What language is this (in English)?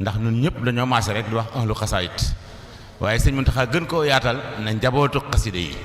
Wolof